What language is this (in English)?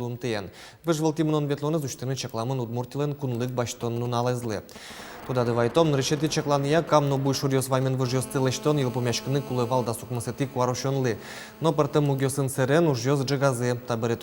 Udmurt